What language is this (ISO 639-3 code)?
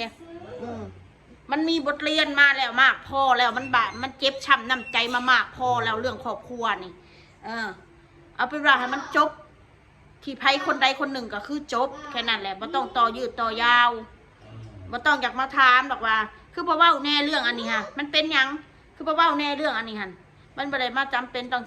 tts